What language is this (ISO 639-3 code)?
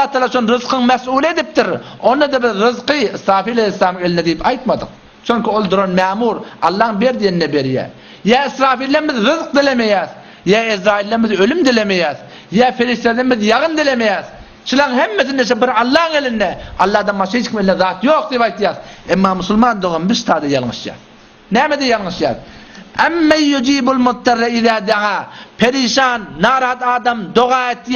tuk